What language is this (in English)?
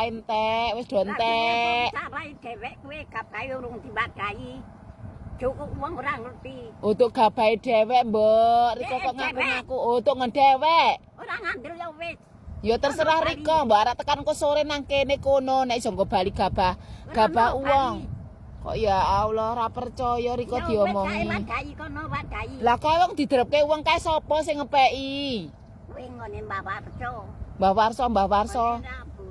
Javanese